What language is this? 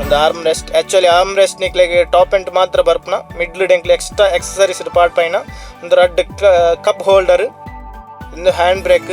Tulu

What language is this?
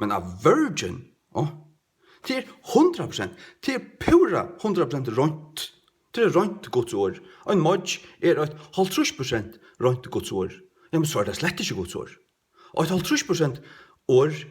Faroese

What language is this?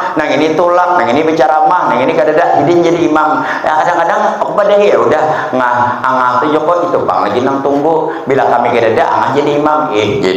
Banjar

